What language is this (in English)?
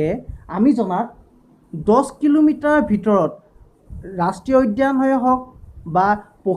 Assamese